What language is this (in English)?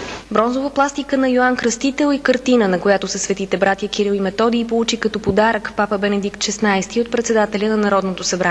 Bulgarian